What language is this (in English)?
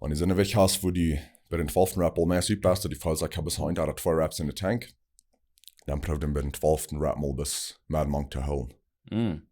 Plautdietsch